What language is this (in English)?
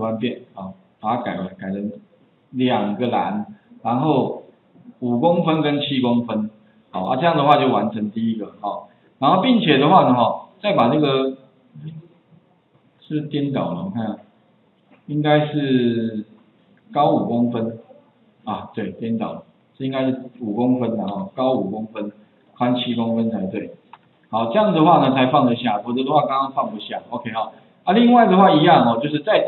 Chinese